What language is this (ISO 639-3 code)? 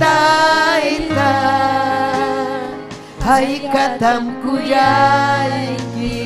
quy